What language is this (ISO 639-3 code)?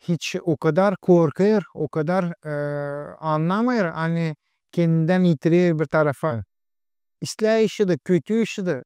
gag